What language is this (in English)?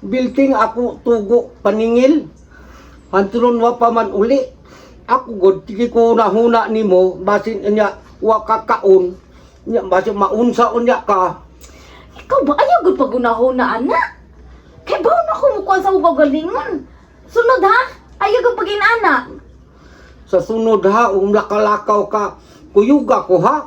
Cebuano